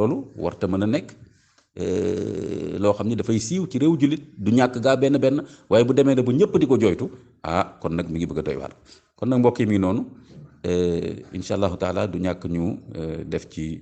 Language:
Wolof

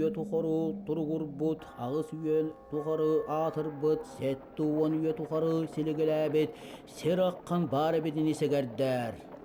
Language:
Yakut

